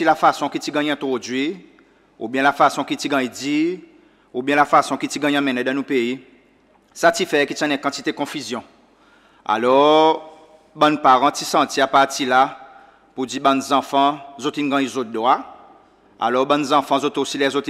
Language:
Seselwa Creole French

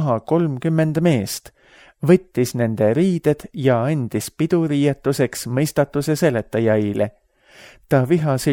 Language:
Estonian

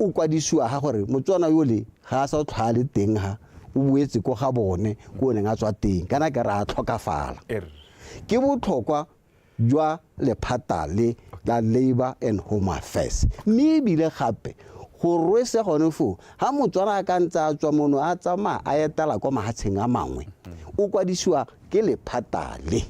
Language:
Tswana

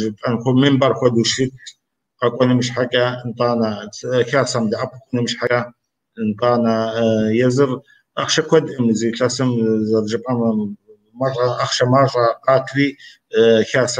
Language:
Kabardian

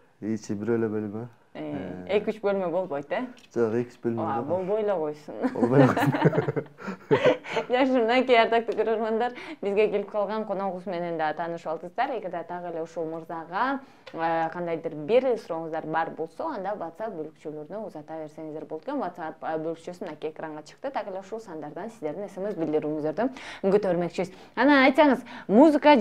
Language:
Kyrgyz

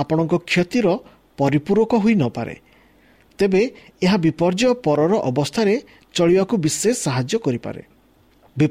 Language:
Odia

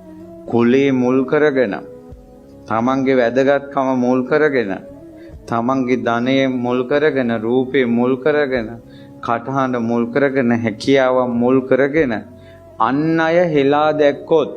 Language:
Sinhala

